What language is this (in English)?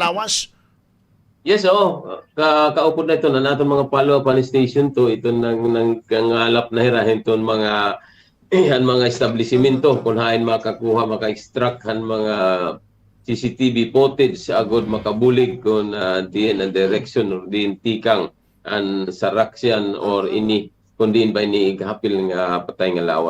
Waray